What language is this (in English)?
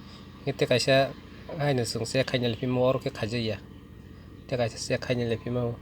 Kok Borok